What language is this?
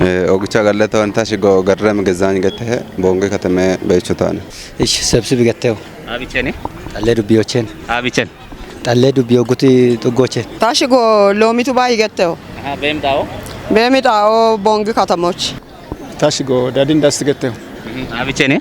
Kafa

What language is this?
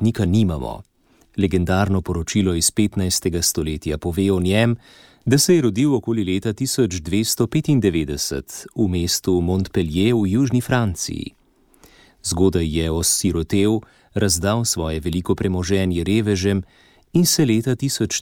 Slovenian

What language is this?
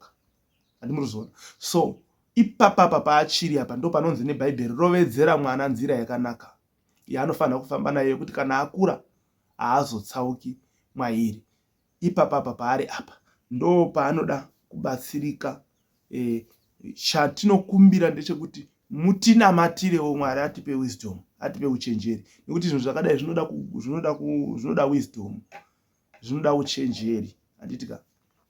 Shona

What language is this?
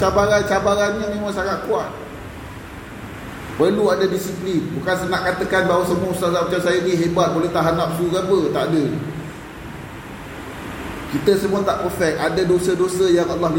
Malay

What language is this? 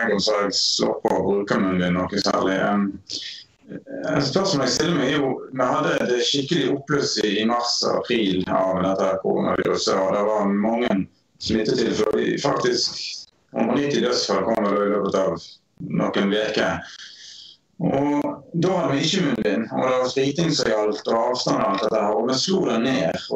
Norwegian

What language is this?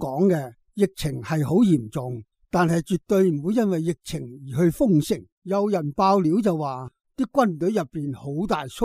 Cantonese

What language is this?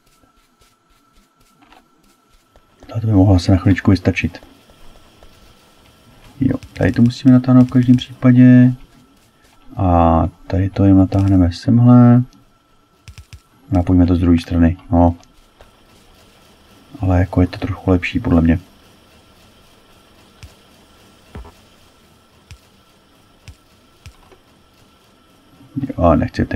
Czech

